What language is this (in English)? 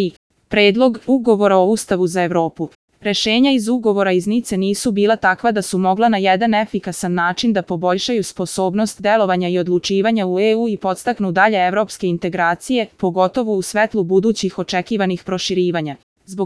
Serbian